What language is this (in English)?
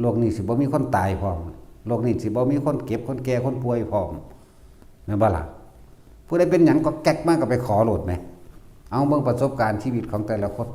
Northeastern Thai